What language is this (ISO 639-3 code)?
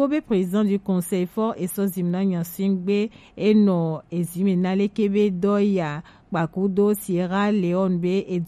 gej